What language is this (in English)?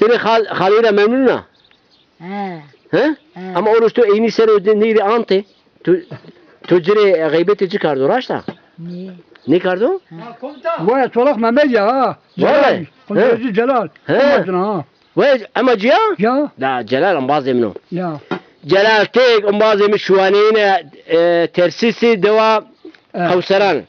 Zaza